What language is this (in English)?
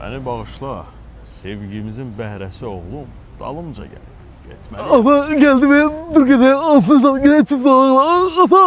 Azerbaijani